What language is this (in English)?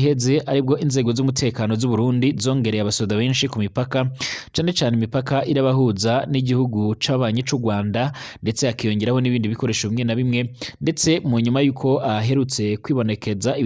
Rundi